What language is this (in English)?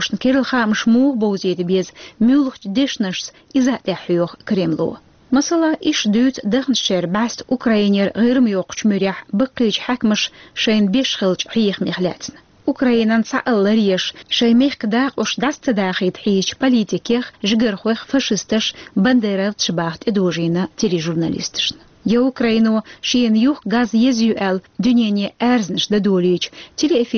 Chechen